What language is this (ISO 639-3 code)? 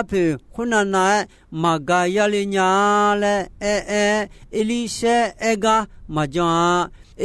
ahk